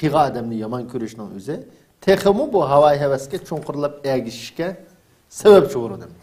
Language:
Uyghur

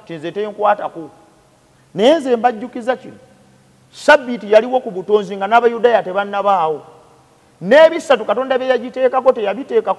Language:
Ganda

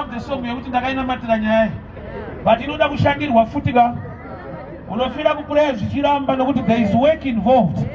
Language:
Shona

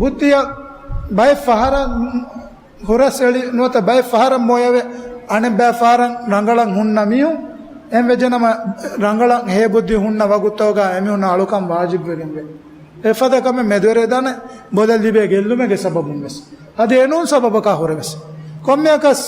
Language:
Divehi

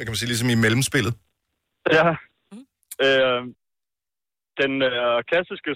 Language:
Danish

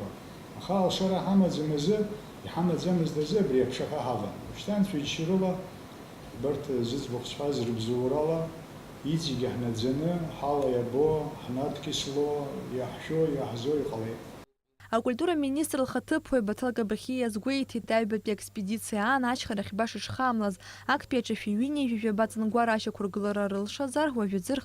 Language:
Abkhazian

